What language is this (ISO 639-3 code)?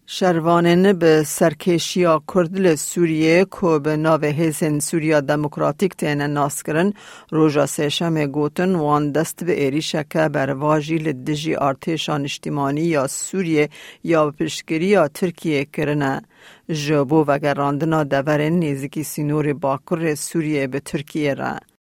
kur